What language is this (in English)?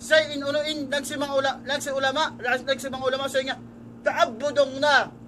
Tausug